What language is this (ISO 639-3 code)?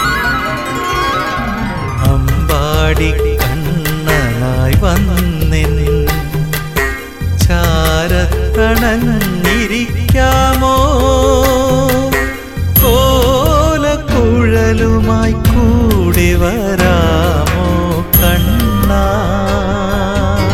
mal